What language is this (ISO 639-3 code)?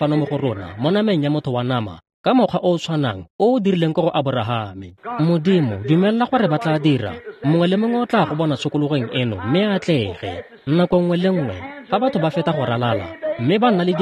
tsn